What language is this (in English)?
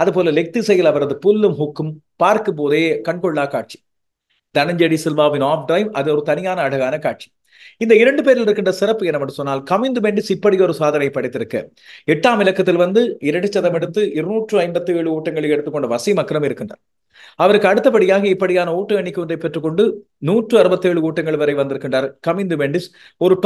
Tamil